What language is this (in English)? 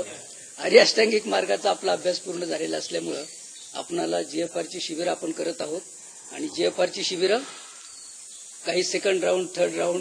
Marathi